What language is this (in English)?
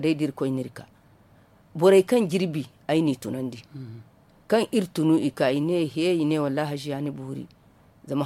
Zarma